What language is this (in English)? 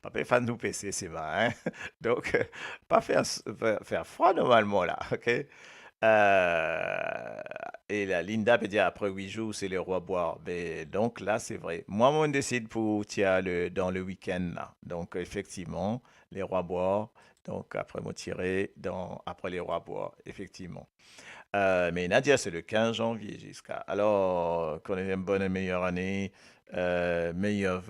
Morisyen